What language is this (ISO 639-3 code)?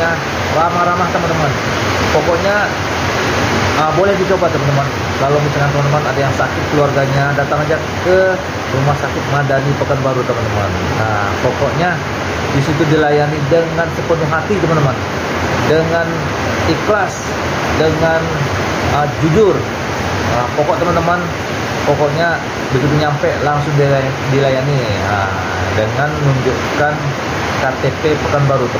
ind